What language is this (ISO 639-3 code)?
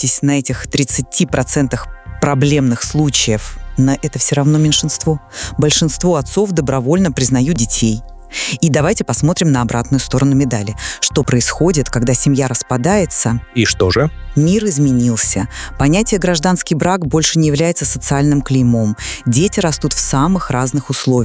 rus